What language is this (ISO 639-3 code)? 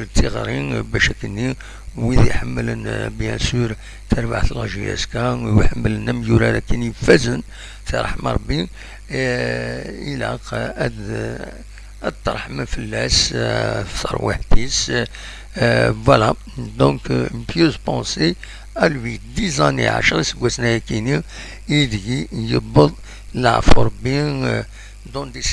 kab